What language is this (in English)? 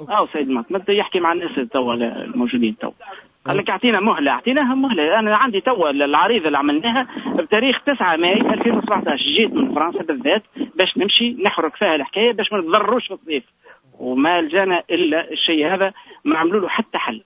Tunisian Arabic